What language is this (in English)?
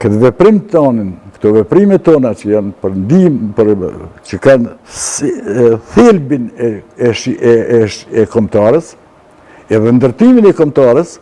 Albanian